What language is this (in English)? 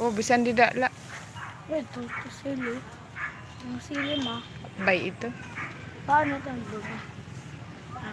Waray